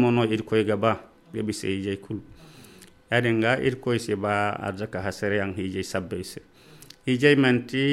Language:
Zarma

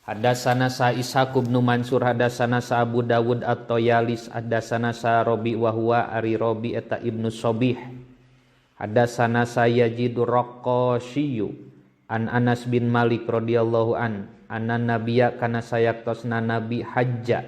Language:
Sundanese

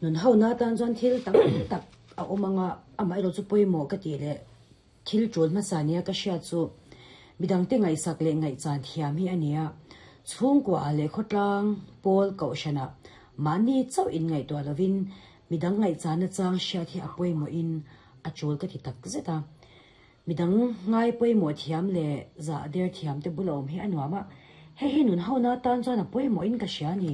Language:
Mizo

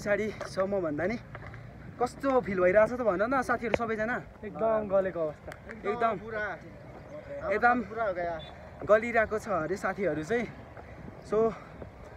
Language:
Nepali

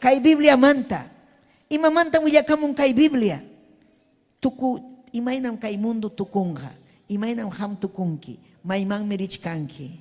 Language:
Ayacucho Quechua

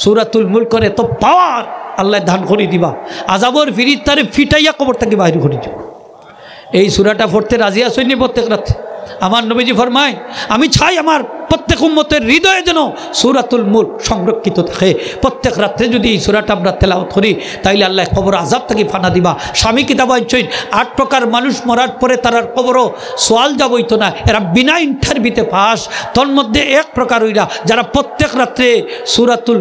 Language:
Sylheti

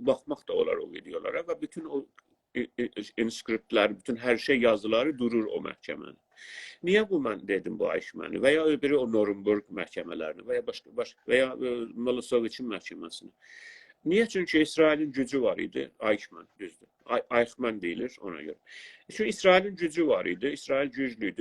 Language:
South Azerbaijani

